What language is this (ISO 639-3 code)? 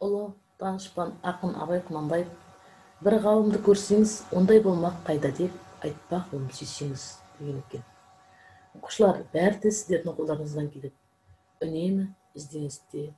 kaz